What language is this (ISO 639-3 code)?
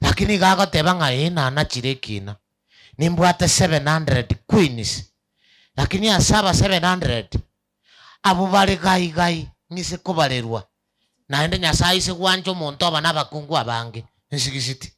guz